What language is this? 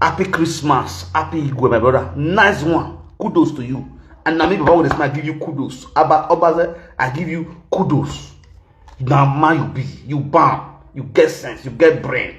Nigerian Pidgin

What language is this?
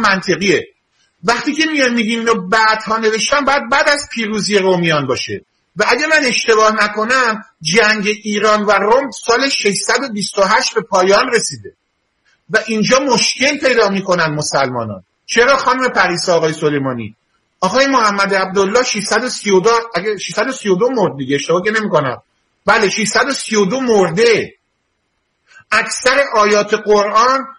Persian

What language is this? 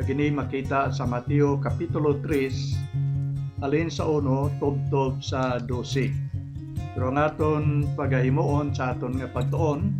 Hiligaynon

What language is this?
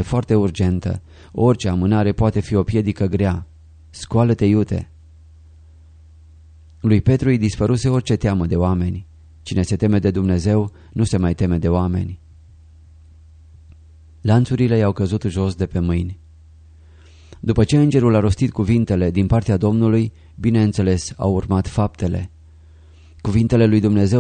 Romanian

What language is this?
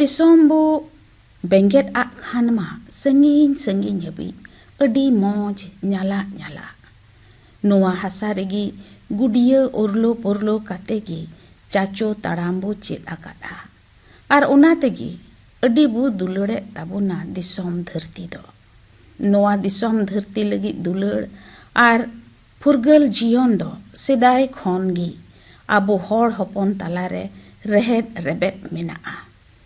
Santali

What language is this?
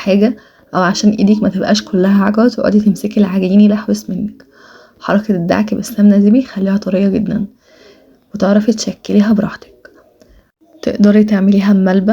Egyptian Arabic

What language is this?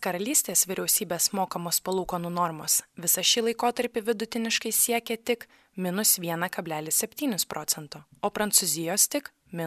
Lithuanian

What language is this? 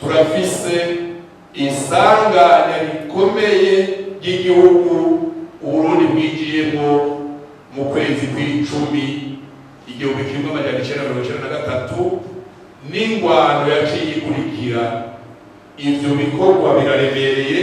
Rundi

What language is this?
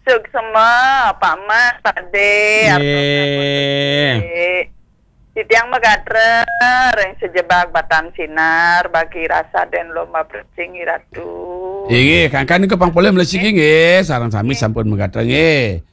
Balinese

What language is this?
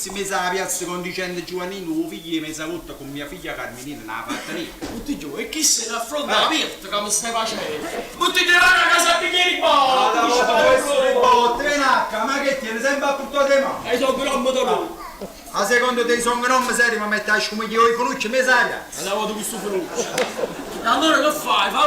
Neapolitan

